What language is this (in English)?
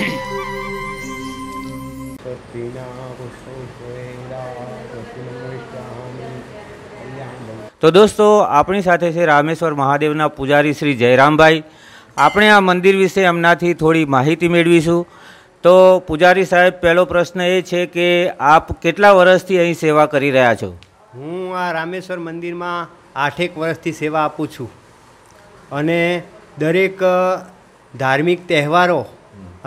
Gujarati